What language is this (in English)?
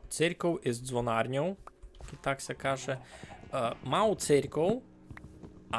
Rusyn